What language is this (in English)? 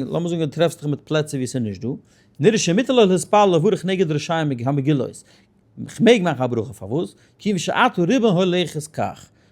Yiddish